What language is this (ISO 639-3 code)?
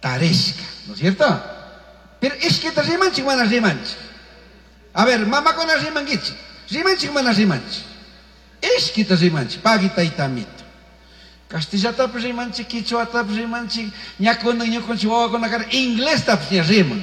qug